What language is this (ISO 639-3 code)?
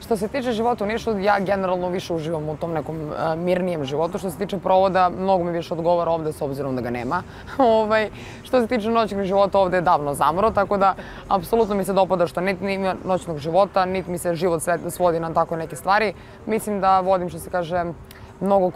srp